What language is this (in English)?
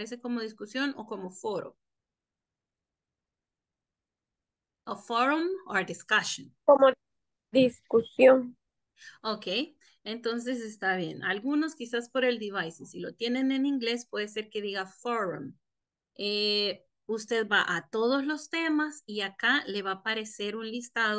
Spanish